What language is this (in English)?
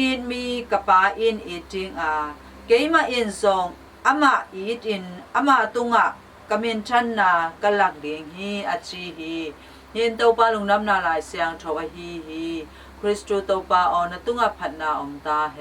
Tedim Chin